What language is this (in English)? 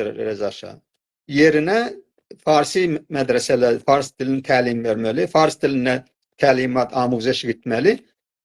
South Azerbaijani